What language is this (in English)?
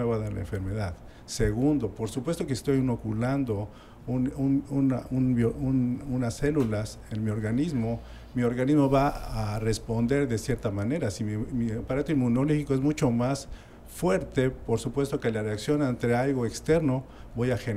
Spanish